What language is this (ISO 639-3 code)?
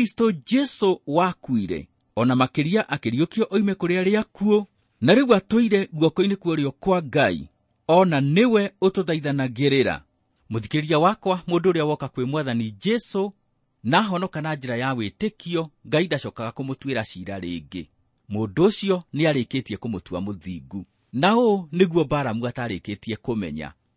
kik